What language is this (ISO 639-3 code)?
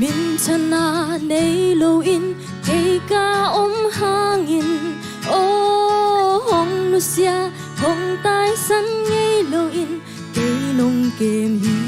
ctd